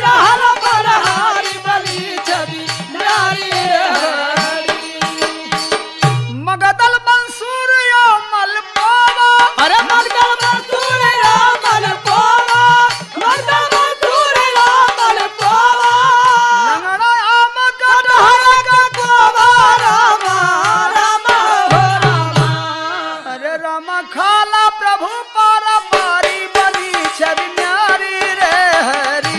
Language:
Bhojpuri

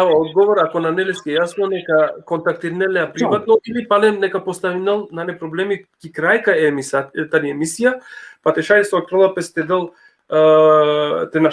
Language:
Balkan Romani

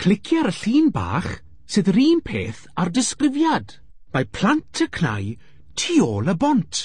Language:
Welsh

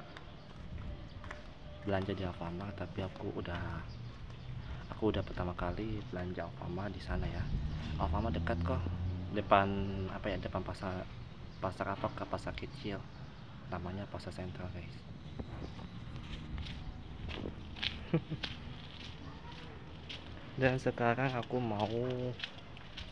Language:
Indonesian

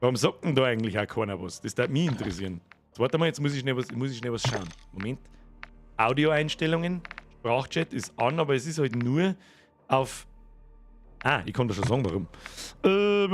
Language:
Bavarian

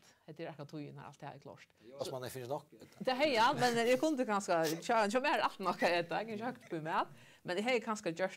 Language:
Faroese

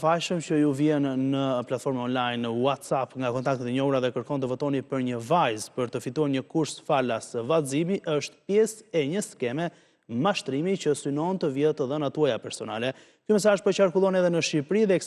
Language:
Albanian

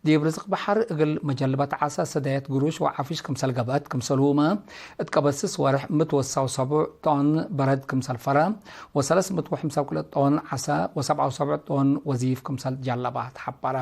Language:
Tigre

